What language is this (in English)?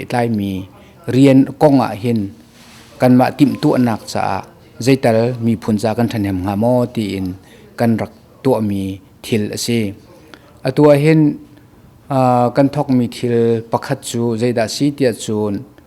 Hakha Chin